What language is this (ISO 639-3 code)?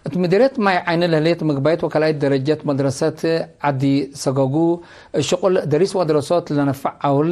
tig